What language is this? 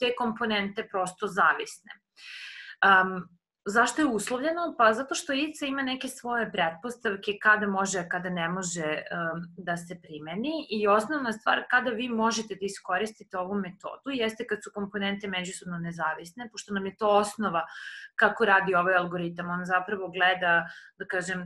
Serbian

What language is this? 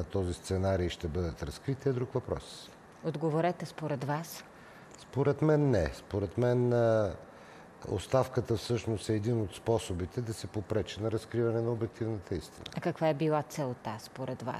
Bulgarian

